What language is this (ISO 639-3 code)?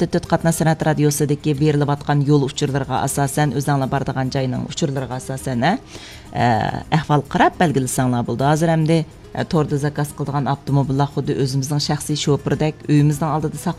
uig